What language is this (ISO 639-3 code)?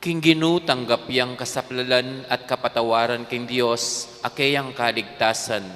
pam